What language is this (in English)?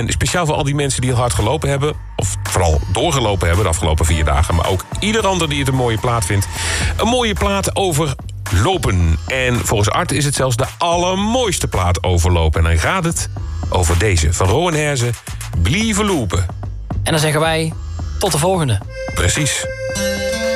Dutch